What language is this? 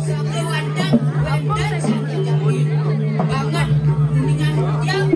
Balinese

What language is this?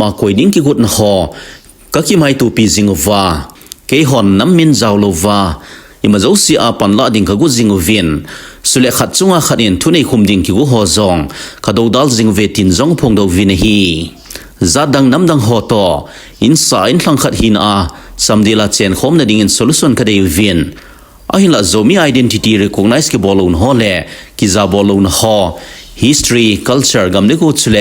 Thado Chin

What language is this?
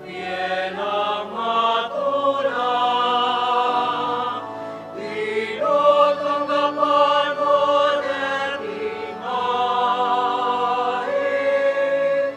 Pampanga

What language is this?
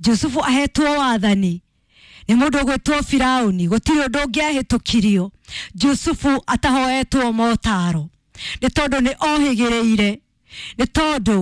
Kikuyu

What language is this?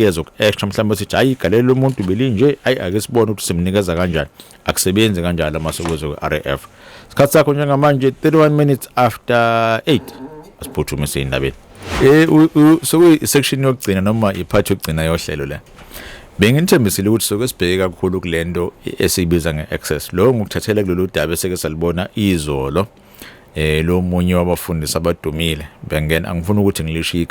Zulu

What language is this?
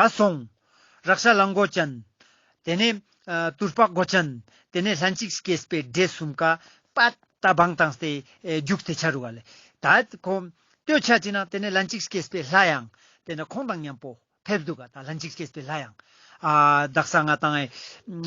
Ladakhi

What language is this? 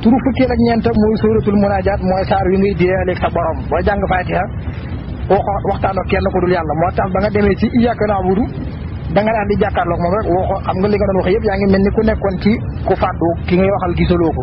Wolof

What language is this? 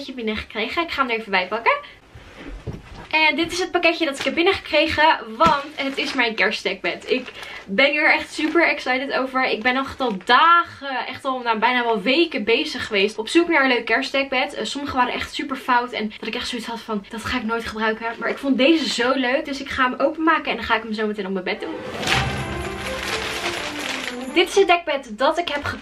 Dutch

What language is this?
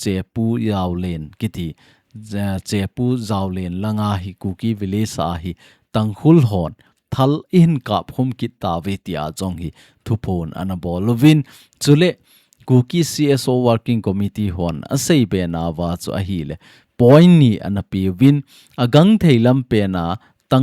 Thado Chin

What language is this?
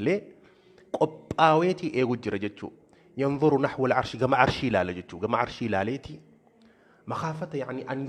Oromo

